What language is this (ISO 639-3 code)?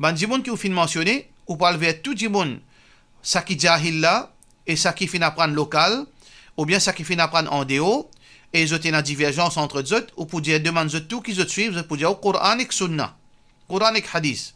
mfe